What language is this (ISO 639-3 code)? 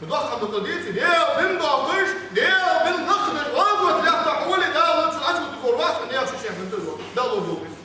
inh